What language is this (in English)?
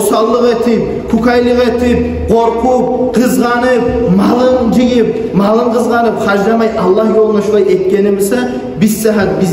Kumyk